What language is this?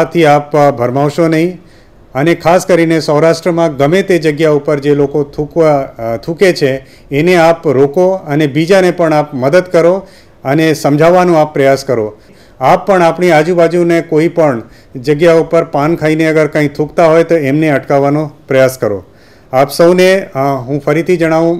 Gujarati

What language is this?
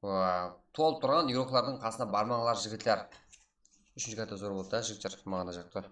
Kara-Kalpak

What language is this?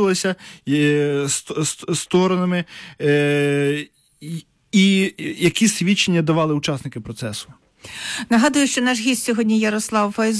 Ukrainian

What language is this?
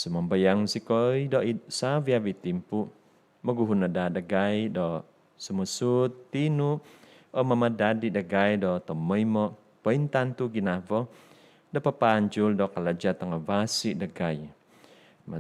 Central Dusun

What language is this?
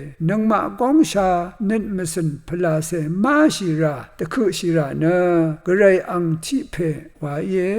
Rawang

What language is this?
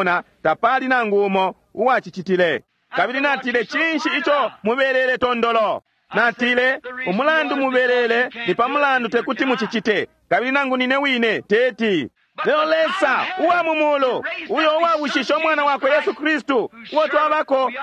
Bemba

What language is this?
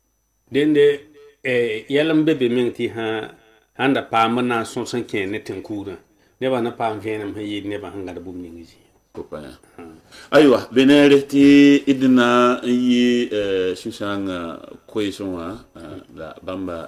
Mossi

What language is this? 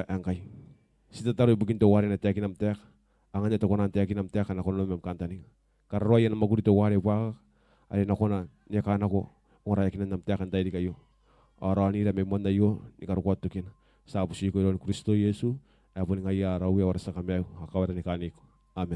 Gilbertese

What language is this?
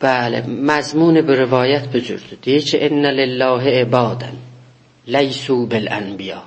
South Azerbaijani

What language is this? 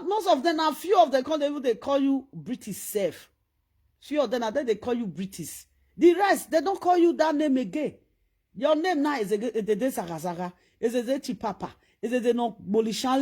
Nigerian Pidgin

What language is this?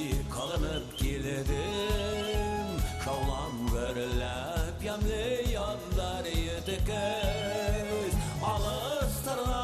Bashkir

